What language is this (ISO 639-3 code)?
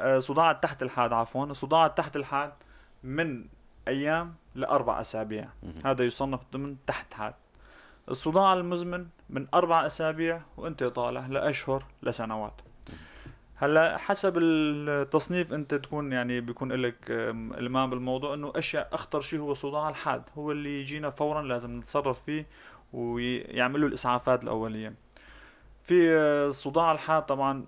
apc